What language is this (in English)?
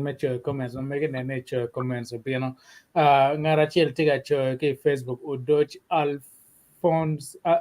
Acoli